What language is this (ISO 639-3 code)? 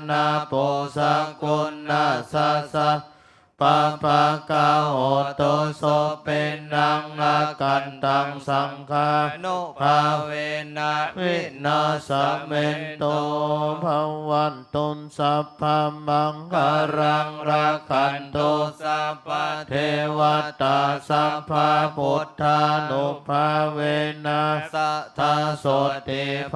pli